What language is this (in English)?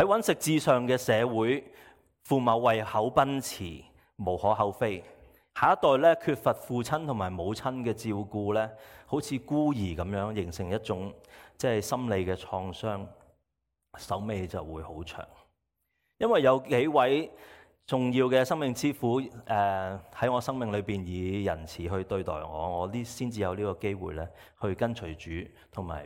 Cantonese